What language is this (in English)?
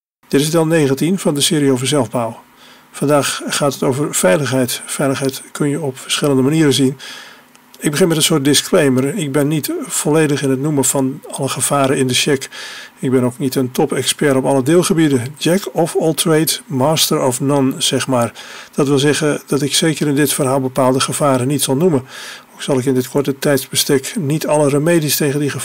Dutch